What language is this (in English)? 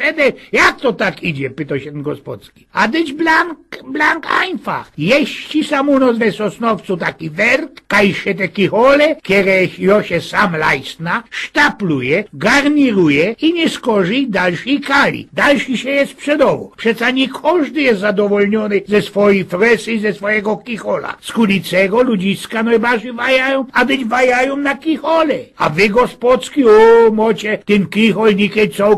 Silesian